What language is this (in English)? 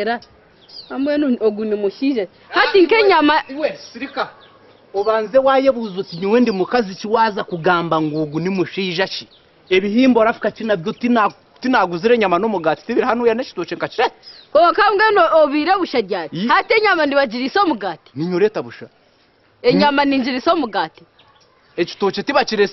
Nyankole